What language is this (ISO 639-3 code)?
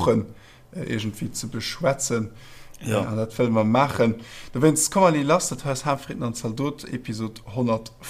ltz